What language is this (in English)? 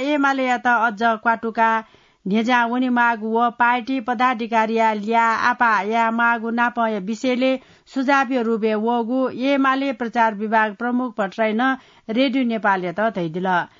Newari